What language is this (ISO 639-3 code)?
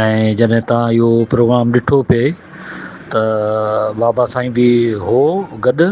snd